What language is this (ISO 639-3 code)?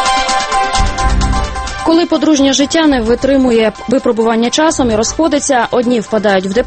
ukr